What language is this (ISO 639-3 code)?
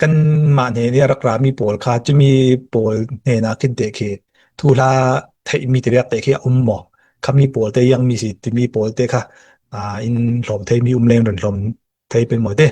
cfm